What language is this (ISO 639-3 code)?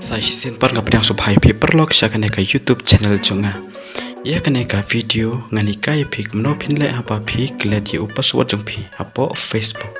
kha